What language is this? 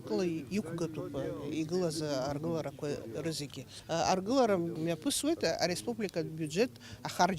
Abkhazian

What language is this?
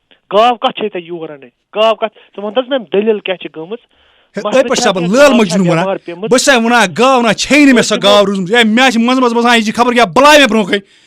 Kashmiri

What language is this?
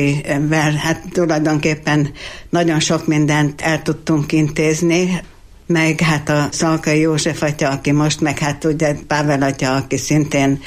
Hungarian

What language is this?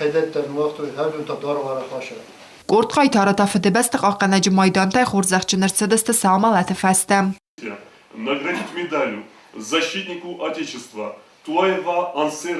Ossetic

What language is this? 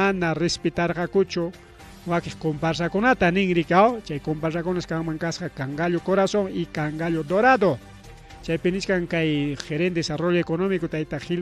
Ayacucho Quechua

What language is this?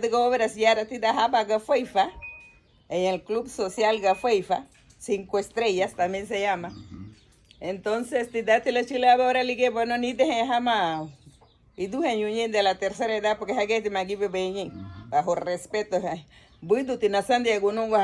Garifuna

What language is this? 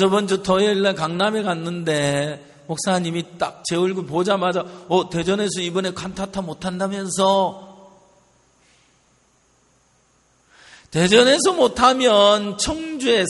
Korean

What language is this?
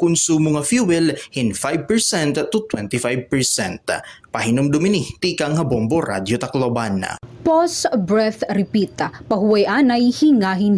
Waray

